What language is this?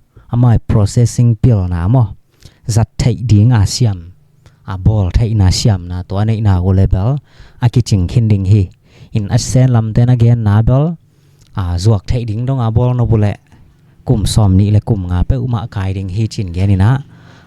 Tedim Chin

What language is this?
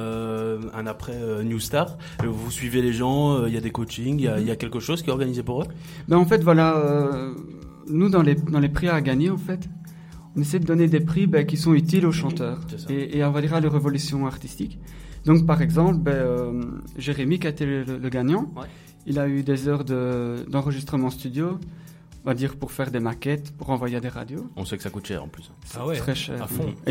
French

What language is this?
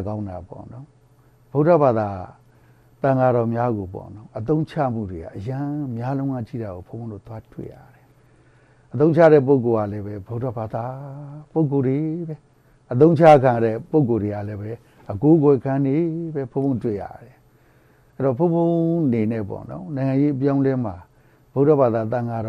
Burmese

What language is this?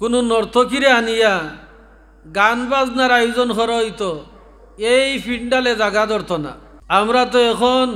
Sylheti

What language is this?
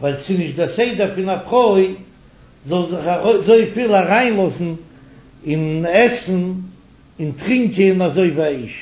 Yiddish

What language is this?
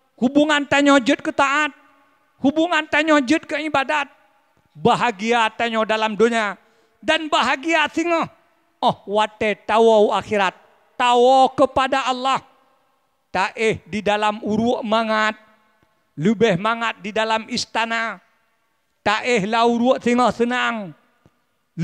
Achinese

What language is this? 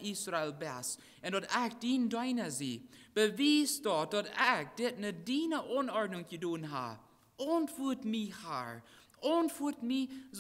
Plautdietsch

